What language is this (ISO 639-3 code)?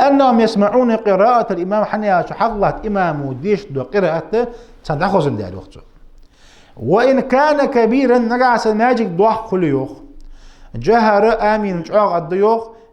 inh